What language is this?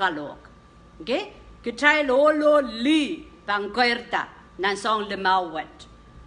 Pohnpeian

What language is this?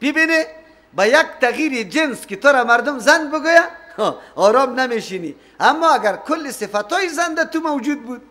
Persian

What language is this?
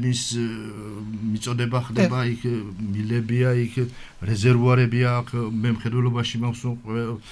Georgian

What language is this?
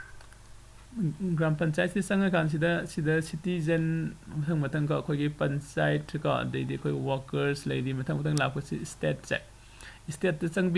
Manipuri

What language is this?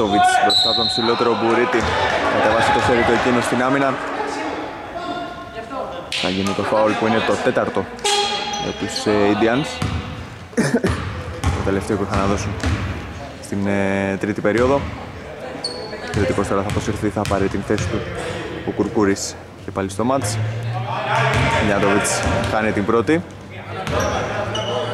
Greek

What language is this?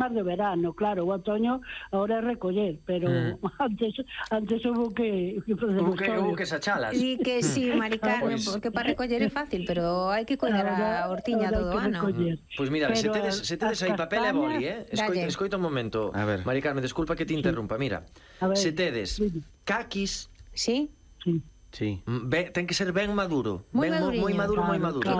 Galician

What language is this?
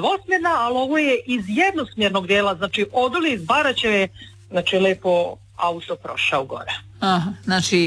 Croatian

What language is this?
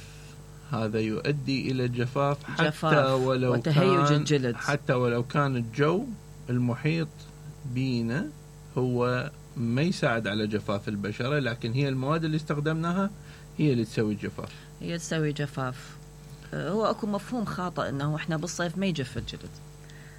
Mesopotamian Arabic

